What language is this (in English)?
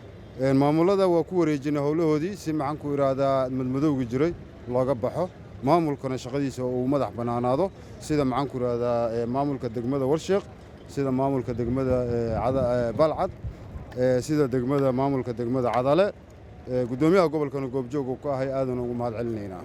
Somali